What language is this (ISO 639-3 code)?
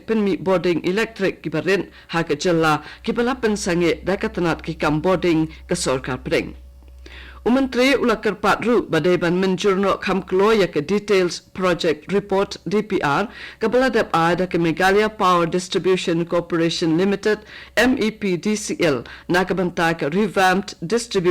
kha